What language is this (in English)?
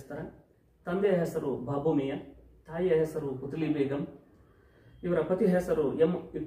Kannada